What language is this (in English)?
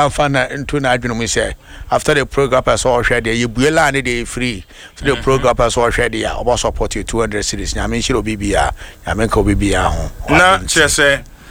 Akan